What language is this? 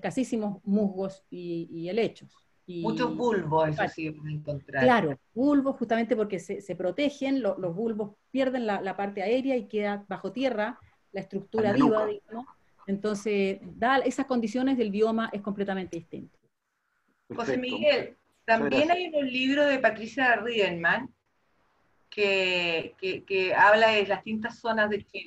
Spanish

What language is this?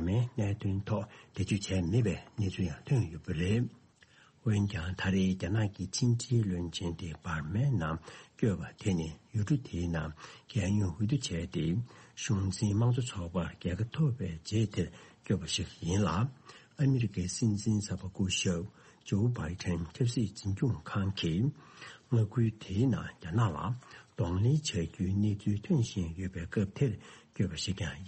Tibetan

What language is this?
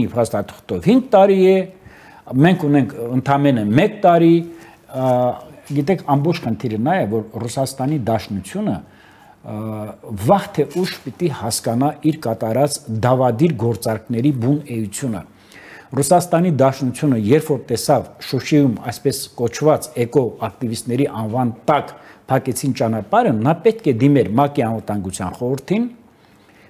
Armenian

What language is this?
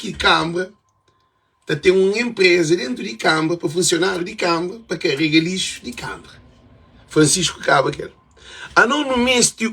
Kabuverdianu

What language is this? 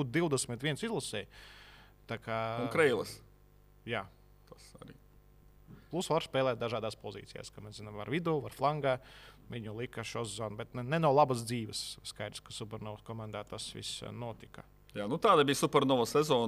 Latvian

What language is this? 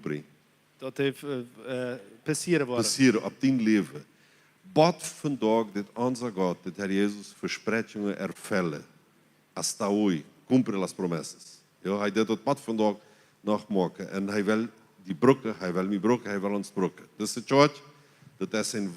Plautdietsch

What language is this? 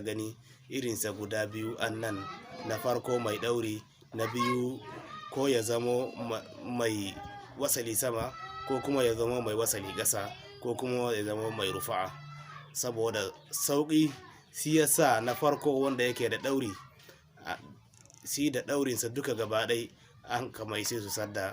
Hausa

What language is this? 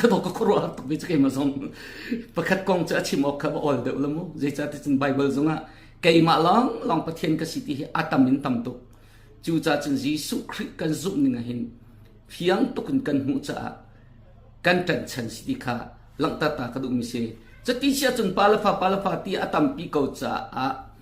Hakha Chin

